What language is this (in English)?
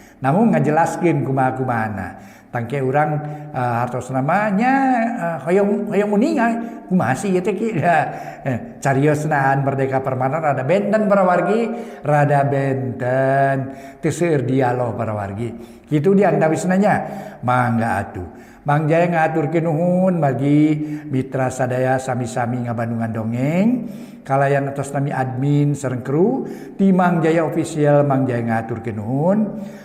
Sundanese